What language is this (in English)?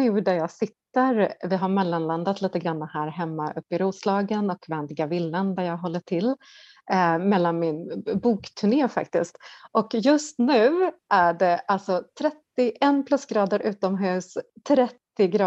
Swedish